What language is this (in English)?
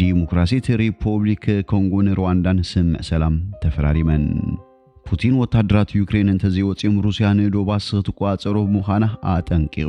Tigrinya